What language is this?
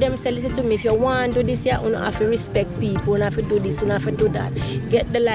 Jamaican Creole English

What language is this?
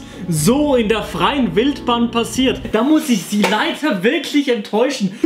Swiss German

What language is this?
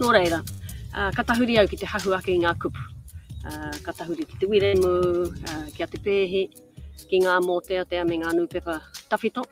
Māori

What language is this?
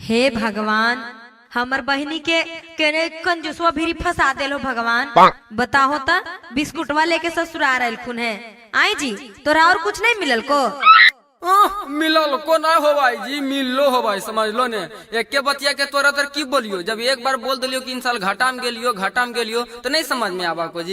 Magahi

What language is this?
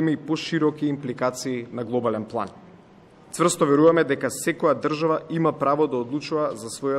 Macedonian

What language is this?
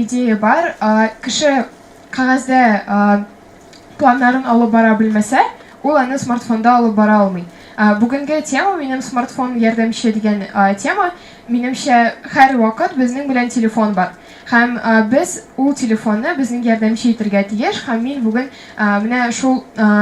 Tatar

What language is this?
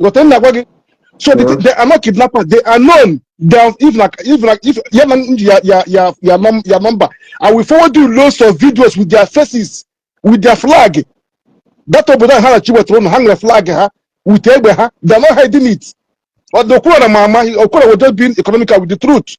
Igbo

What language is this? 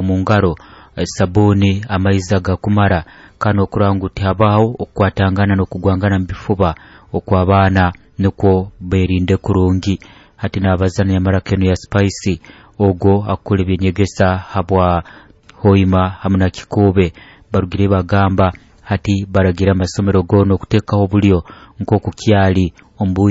Nyoro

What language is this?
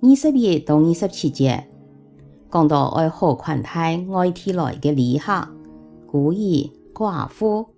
Hakka Chinese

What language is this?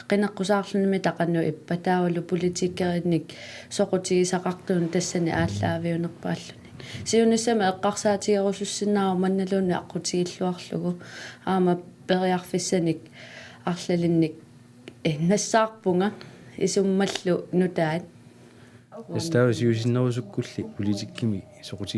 Kalaallisut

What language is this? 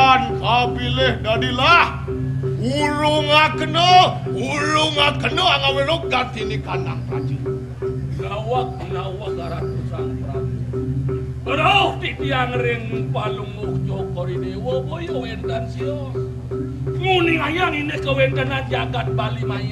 Balinese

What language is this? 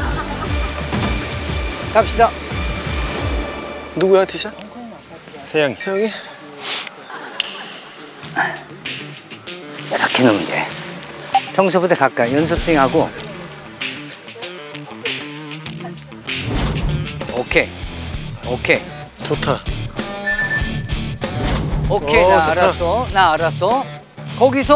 Korean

